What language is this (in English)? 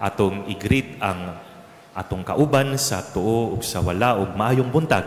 Cebuano